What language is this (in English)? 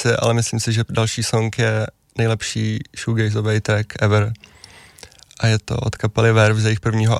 Czech